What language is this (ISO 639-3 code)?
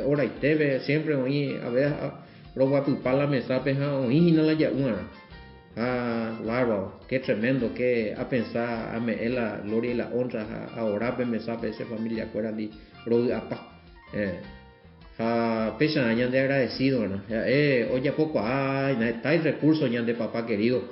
grn